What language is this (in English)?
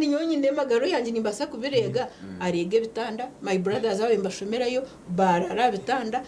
Nyankole